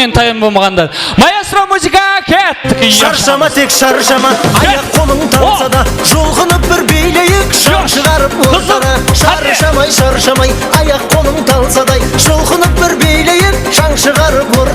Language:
Kara-Kalpak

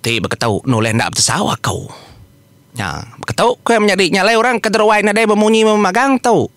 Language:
Iban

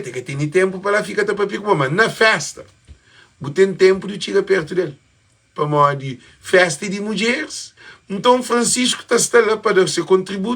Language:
Kabuverdianu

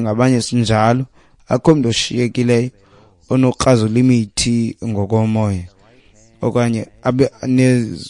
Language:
Xhosa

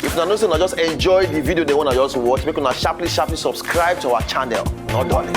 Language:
Nigerian Pidgin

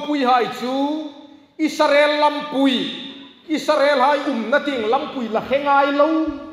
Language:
Hmar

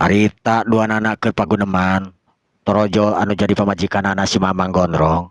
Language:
Sundanese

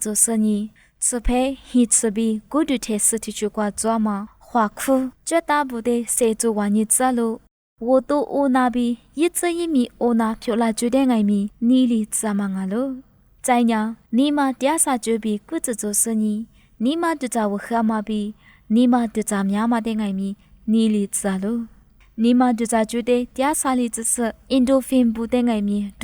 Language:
Lisu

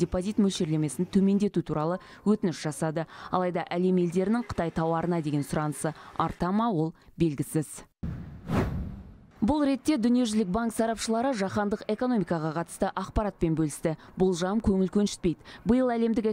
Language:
Kazakh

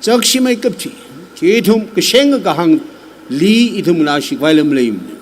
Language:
Tangkhul Naga (India)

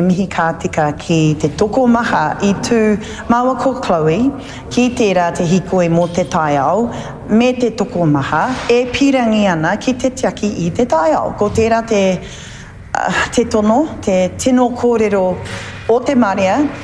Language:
Māori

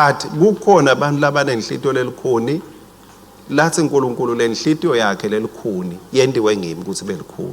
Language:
Swati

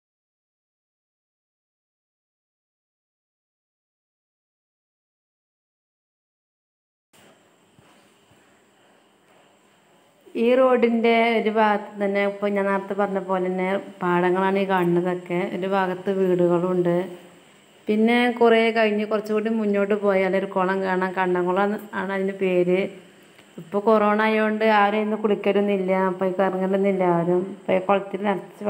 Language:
Malayalam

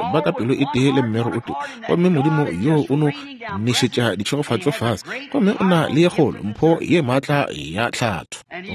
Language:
Northern Sotho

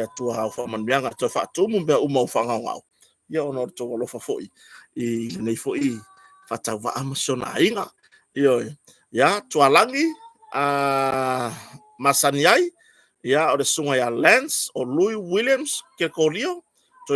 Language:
Samoan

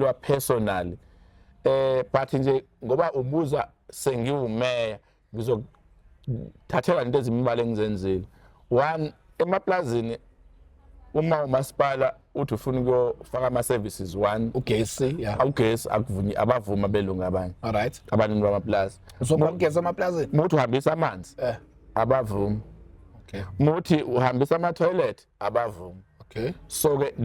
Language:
Zulu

